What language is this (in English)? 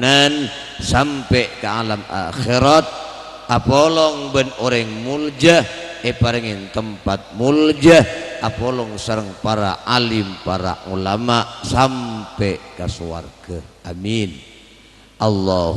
Madurese